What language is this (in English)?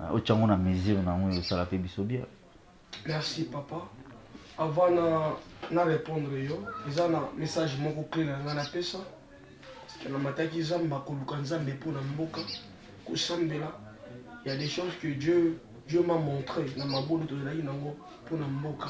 Lingala